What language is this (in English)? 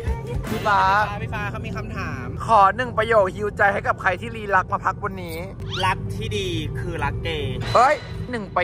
Thai